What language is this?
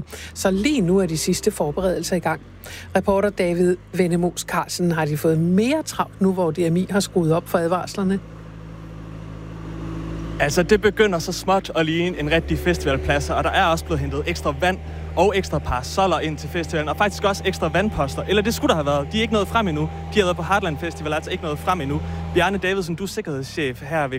Danish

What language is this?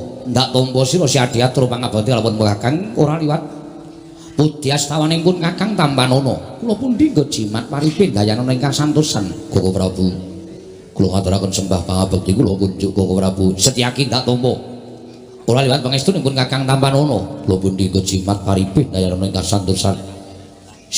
Javanese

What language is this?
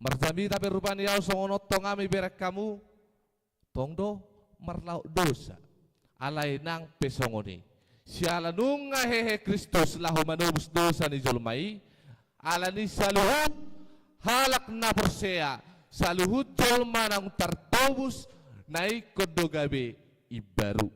Batak Toba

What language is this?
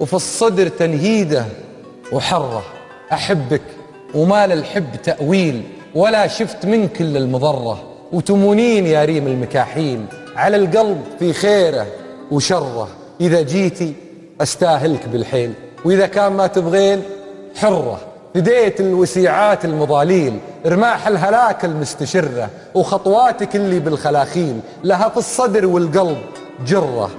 Gulf Arabic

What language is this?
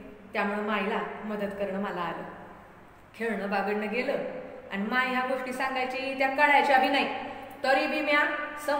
Marathi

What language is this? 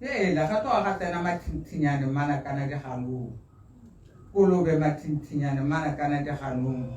Tswana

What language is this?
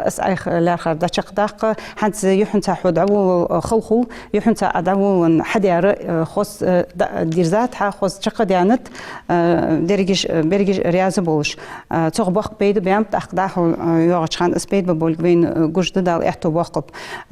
Ingush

